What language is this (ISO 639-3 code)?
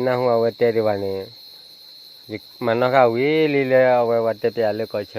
ksw